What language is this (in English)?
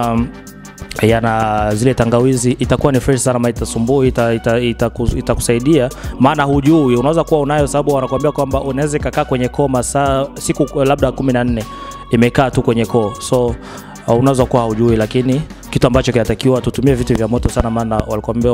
Swahili